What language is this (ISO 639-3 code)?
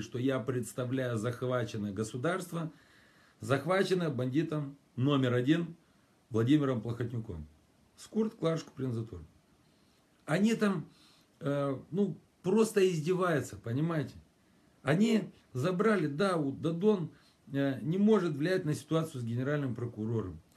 rus